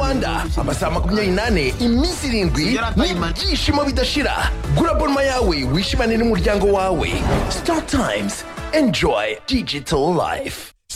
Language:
Kinyarwanda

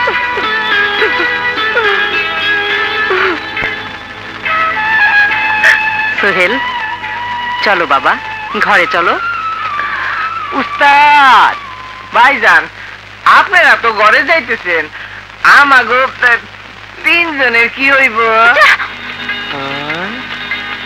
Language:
Bangla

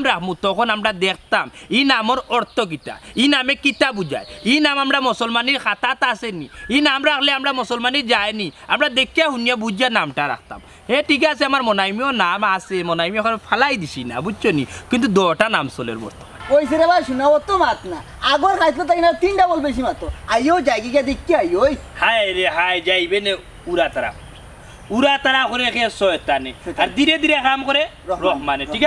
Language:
Sylheti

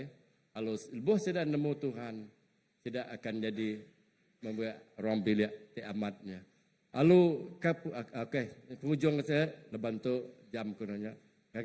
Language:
Iban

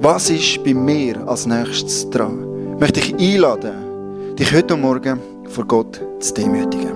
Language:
Swiss German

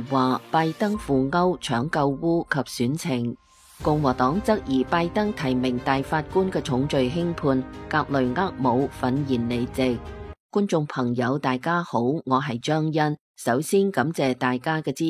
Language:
Cantonese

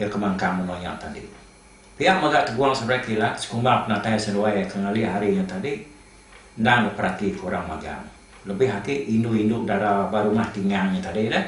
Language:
Iban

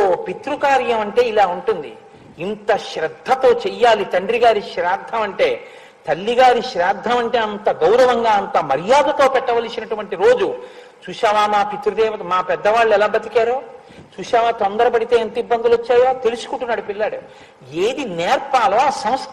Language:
Telugu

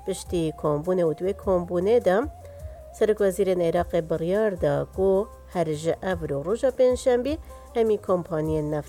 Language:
Kurdish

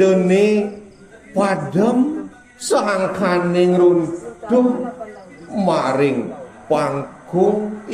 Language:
Balinese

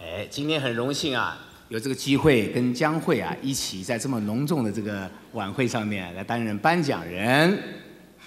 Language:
Chinese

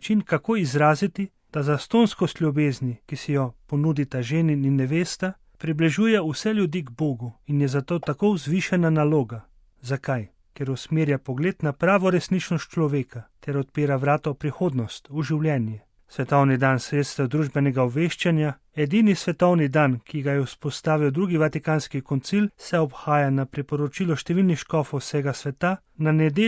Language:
Slovenian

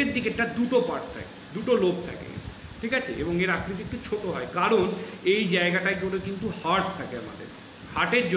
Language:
Bangla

